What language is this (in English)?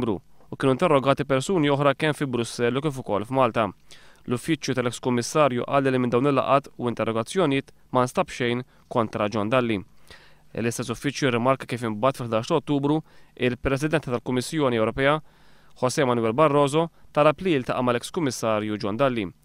Maltese